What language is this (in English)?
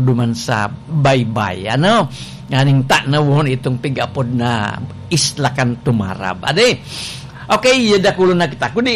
Bikol